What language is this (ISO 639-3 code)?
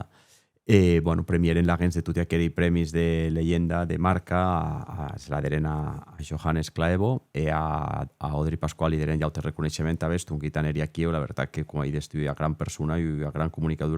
oci